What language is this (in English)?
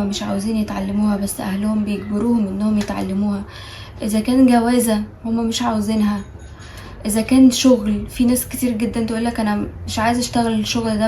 Egyptian Arabic